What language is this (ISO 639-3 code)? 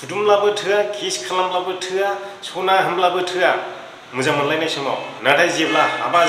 brx